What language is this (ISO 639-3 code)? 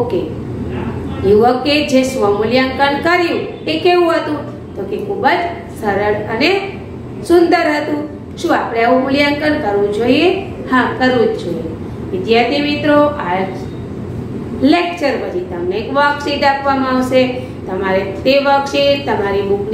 guj